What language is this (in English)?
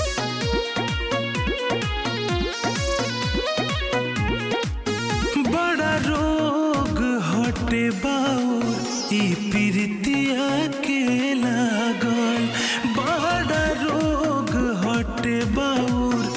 Bhojpuri